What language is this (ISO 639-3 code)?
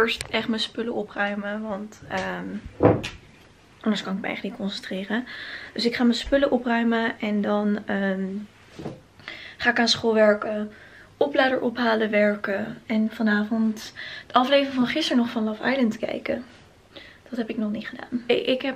nld